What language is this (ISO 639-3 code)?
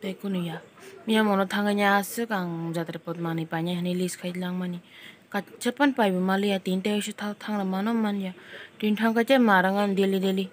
trp